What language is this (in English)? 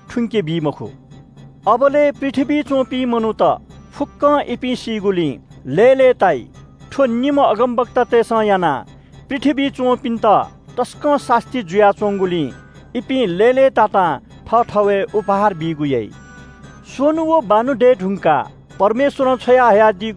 Newari